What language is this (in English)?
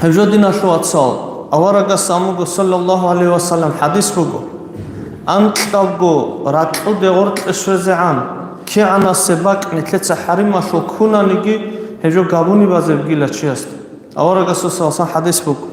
Avaric